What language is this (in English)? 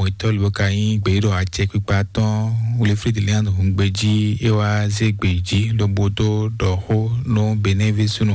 Fon